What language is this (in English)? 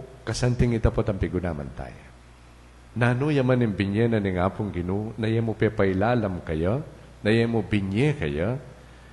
Pampanga